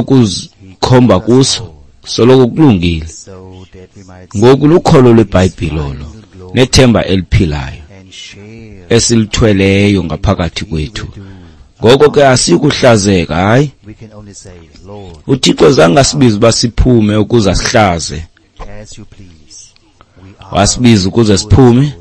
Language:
Xhosa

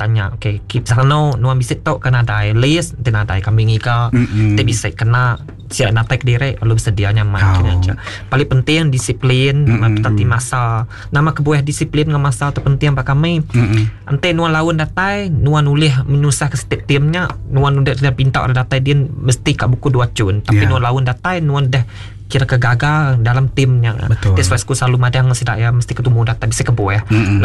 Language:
Iban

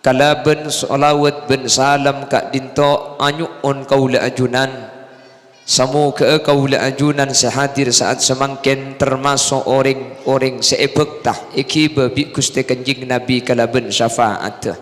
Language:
Madurese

